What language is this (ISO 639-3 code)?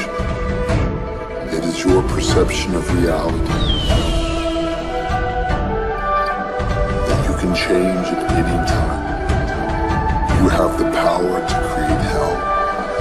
eng